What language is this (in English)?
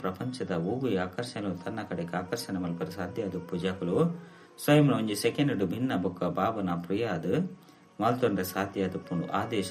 Tulu